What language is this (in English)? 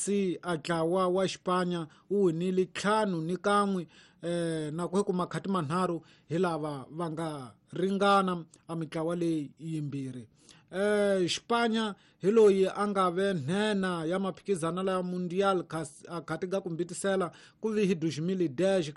Tsonga